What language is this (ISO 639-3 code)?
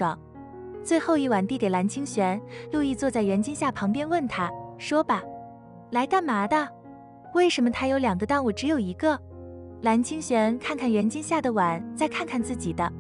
zho